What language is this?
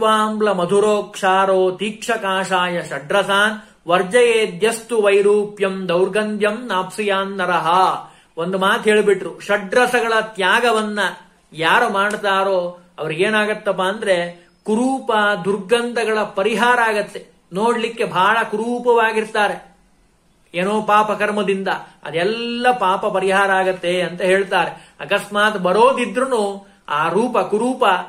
Kannada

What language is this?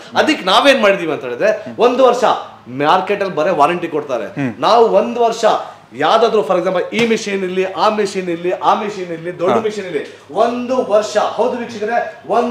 Kannada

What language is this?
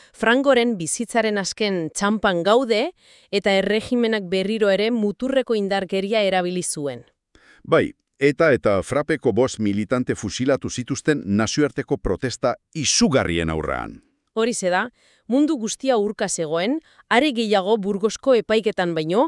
Basque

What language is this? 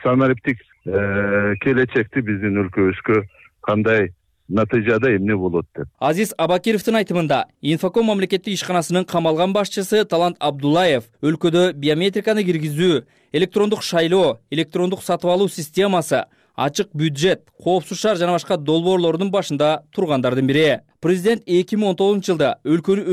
Kyrgyz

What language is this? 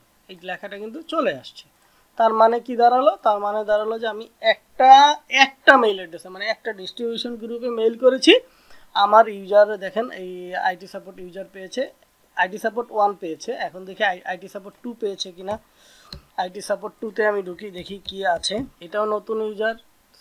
Bangla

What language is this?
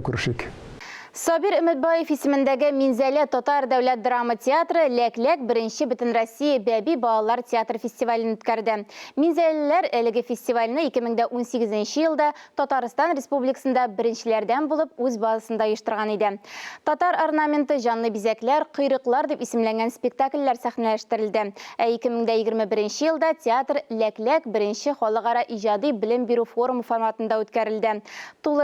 Tatar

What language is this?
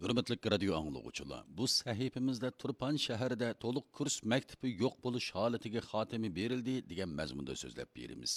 Uyghur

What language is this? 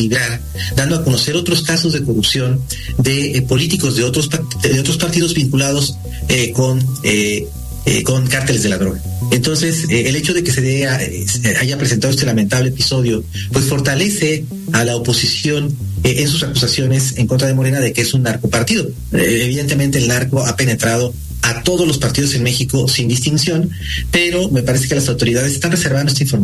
Spanish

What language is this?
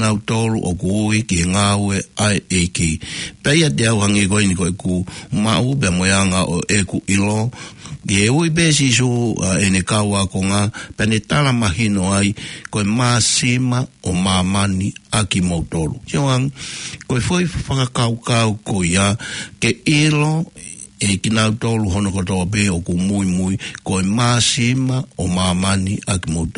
Tongan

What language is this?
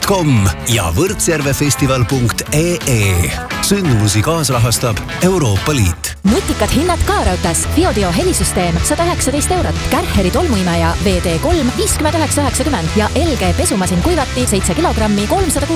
Estonian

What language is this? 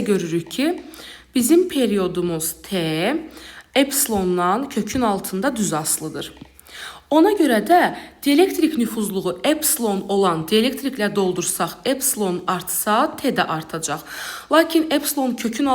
Azerbaijani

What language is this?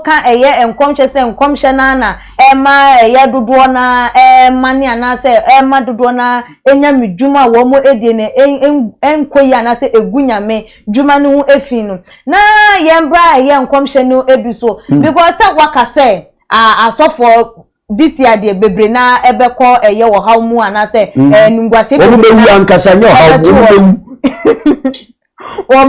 Akan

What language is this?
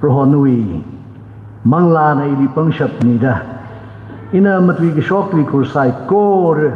Tangkhul Naga (India)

